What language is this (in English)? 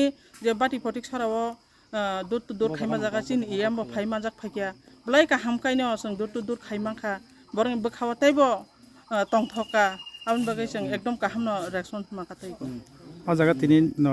Kok Borok